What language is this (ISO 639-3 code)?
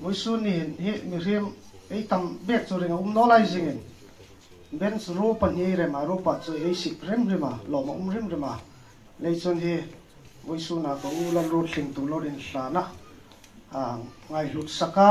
hmr